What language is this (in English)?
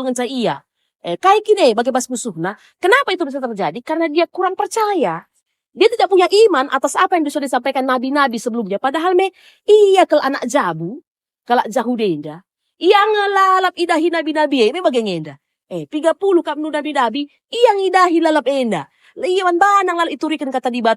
Batak Karo